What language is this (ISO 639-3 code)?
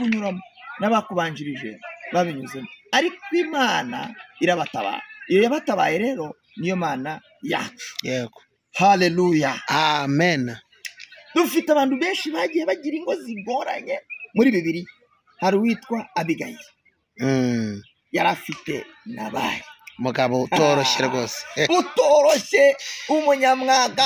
kin